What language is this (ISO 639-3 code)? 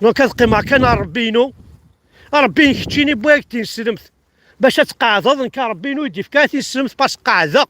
kab